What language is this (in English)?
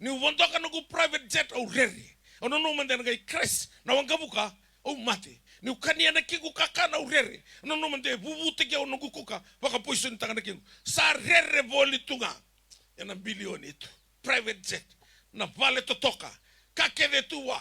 Fijian